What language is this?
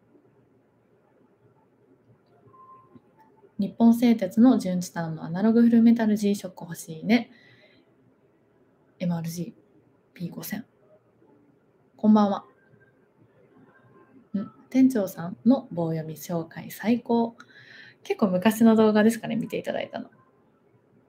Japanese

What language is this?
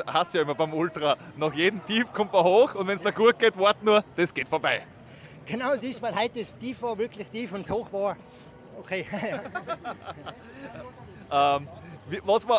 German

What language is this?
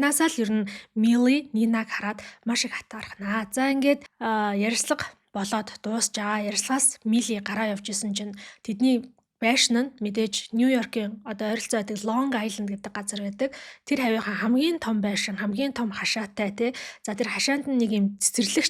Mongolian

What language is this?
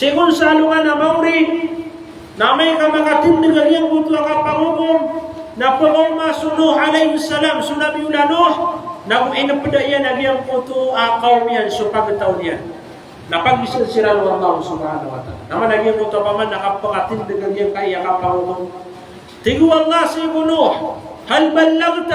Maranao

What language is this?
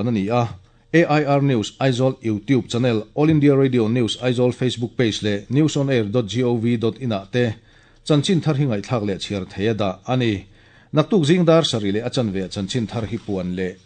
Mizo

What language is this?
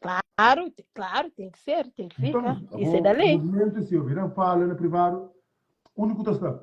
Kabuverdianu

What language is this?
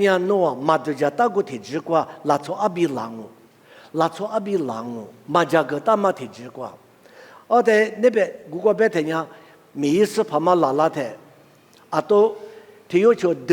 Lisu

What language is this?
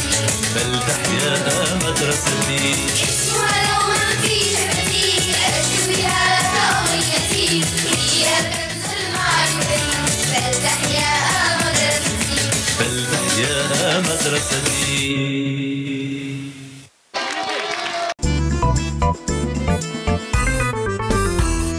Algerian Arabic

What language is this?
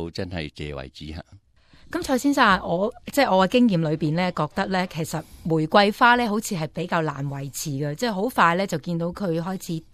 Cantonese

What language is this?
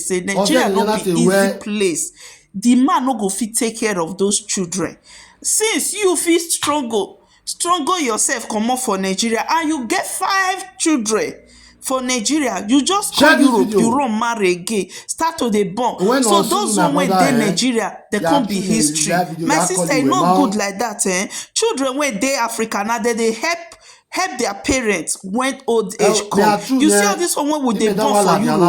Nigerian Pidgin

